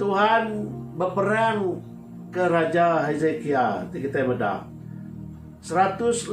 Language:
Iban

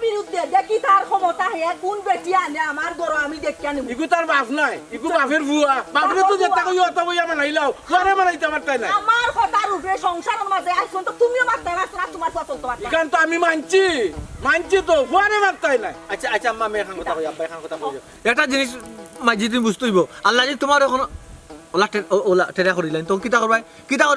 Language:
Sylheti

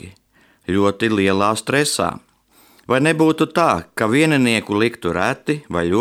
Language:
Latvian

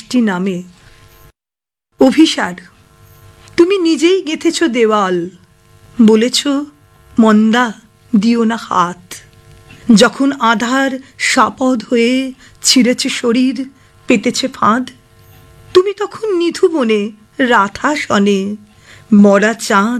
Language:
Bangla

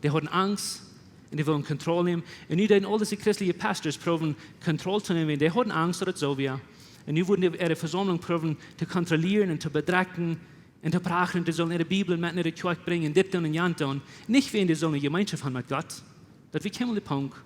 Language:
Plautdietsch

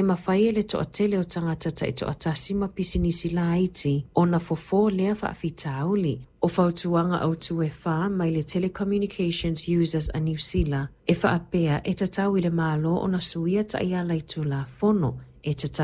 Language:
Samoan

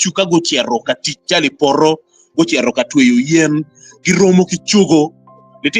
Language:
Acoli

